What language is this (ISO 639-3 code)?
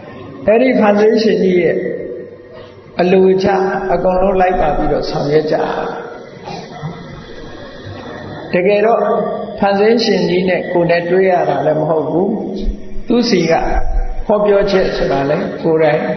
mya